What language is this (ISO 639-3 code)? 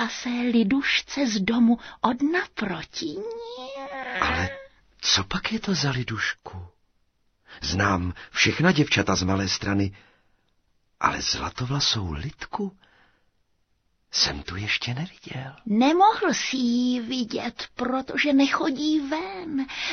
ces